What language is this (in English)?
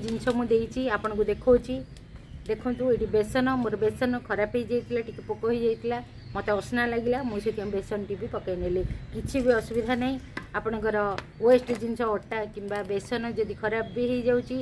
Odia